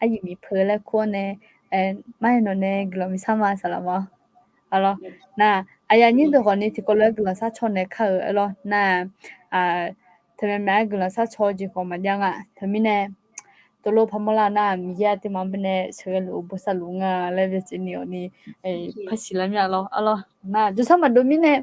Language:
Akha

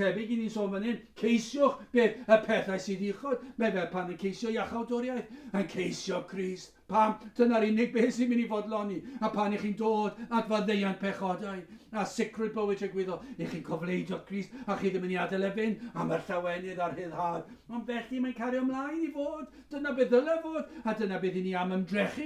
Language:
Welsh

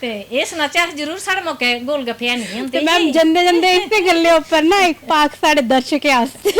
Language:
Dogri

